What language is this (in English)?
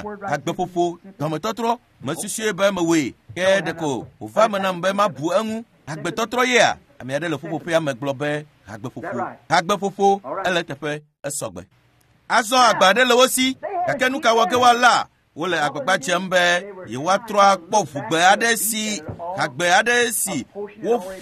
Ewe